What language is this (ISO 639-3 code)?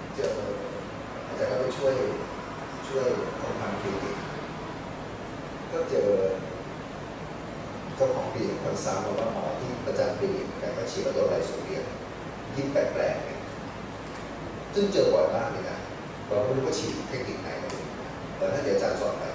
tha